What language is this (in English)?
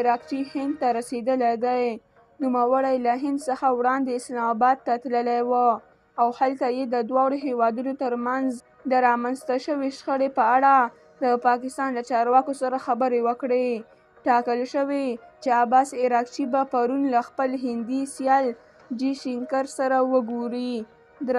Pashto